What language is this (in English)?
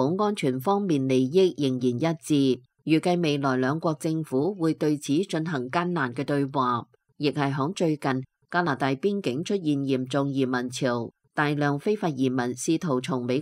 Cantonese